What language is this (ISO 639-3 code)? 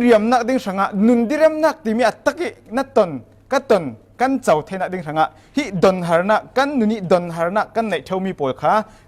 cfm